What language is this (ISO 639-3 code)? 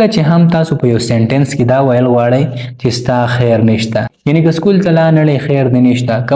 pus